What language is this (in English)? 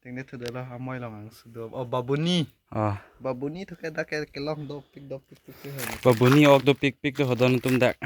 Karbi